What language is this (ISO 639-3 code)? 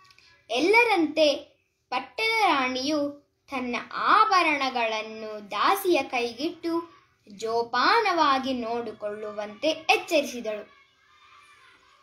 kan